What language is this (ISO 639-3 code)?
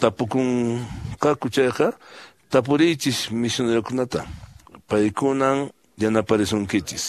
que